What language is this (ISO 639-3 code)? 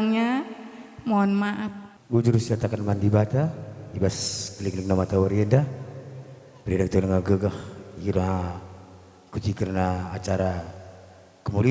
btx